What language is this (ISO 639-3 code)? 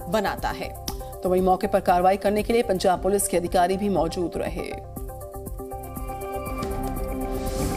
hin